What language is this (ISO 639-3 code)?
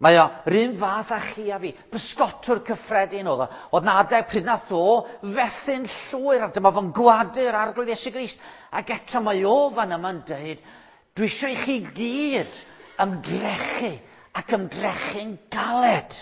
cym